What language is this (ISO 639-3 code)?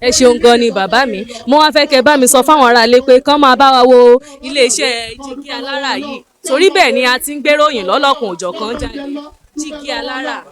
yor